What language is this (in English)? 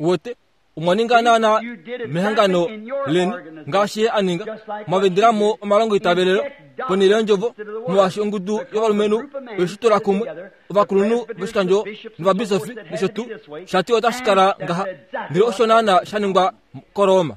Kuanyama